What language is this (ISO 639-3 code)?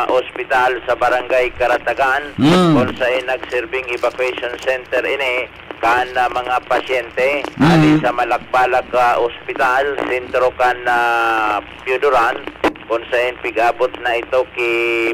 bik